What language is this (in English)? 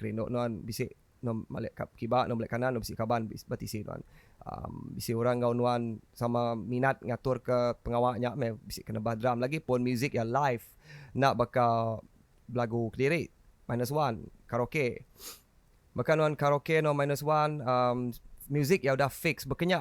Iban